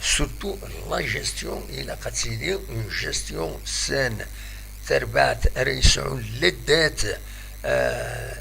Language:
Kabyle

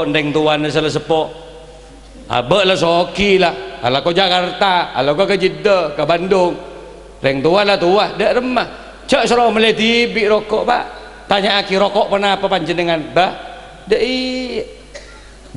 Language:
Madurese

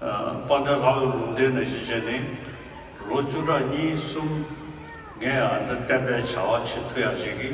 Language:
Tibetan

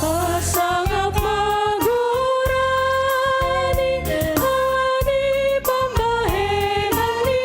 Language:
Batak Simalungun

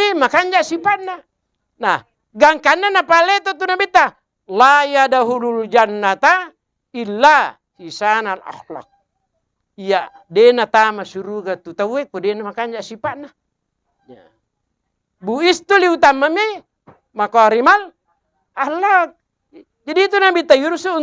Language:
Buginese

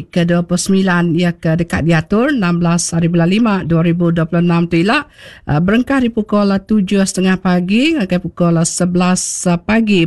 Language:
Iban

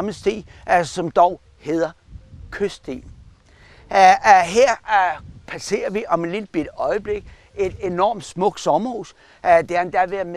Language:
Danish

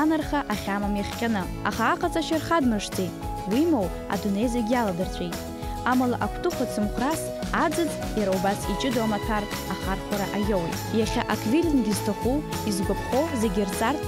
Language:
Abkhazian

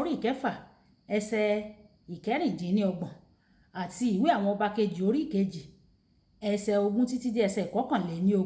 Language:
Yoruba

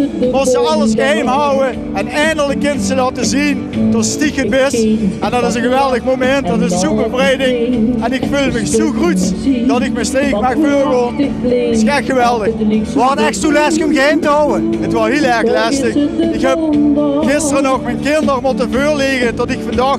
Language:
Limburgish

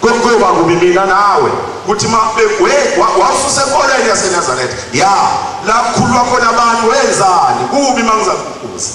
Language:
Zulu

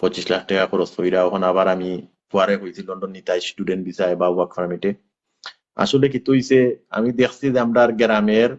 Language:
Sylheti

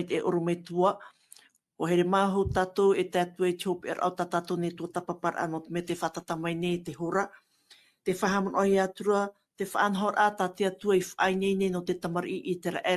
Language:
Tahitian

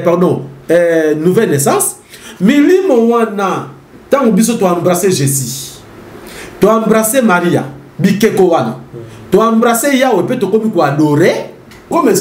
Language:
Lingala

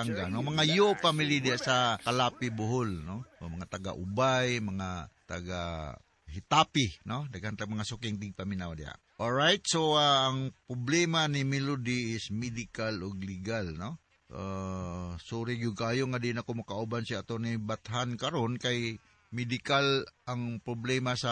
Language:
Cebuano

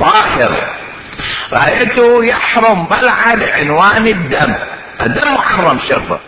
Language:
Mesopotamian Arabic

